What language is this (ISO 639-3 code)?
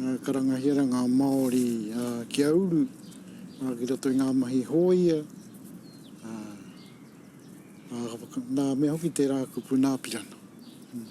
mri